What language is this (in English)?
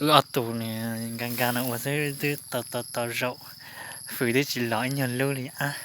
Hmong